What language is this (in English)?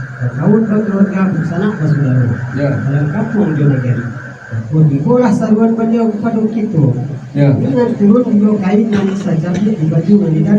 Minangkabau